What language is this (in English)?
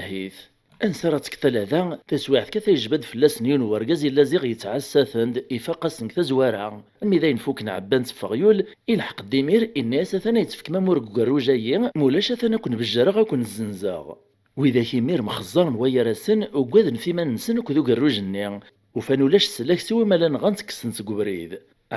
Kabyle